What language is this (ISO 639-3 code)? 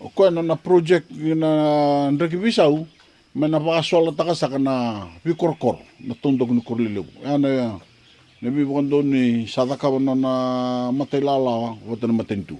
fij